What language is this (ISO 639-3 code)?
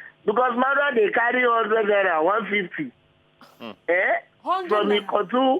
pcm